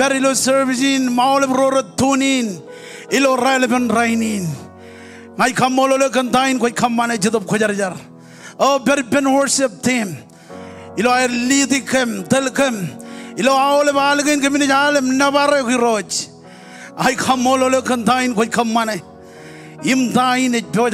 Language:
Marshallese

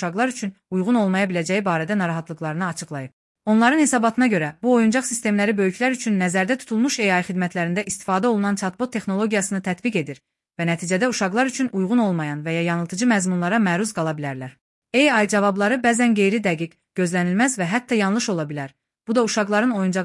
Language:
Azerbaijani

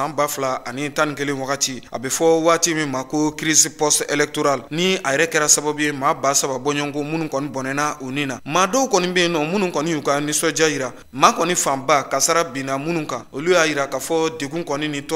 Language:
Bambara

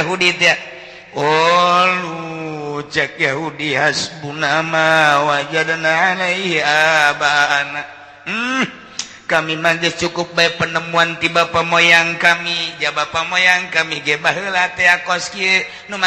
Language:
Sundanese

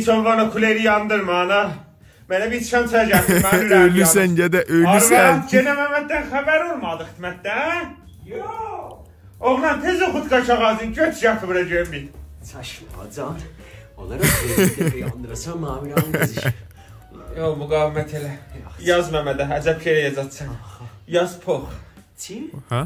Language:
South Azerbaijani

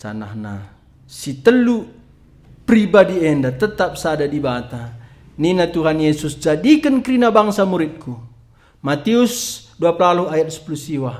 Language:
Batak Karo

